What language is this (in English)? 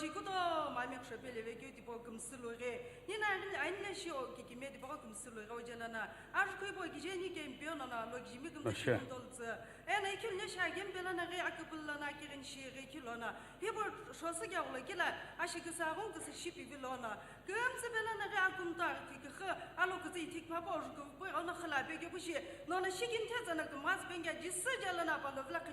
Sumi Naga